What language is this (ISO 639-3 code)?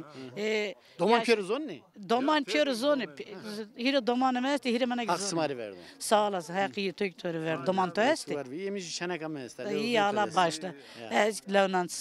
zza